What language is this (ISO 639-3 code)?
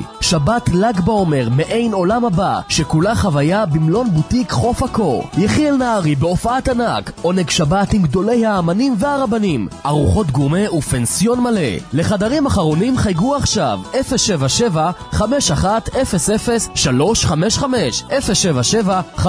heb